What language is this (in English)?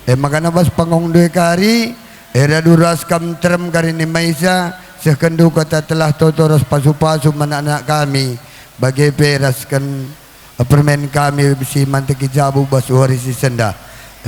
Batak Karo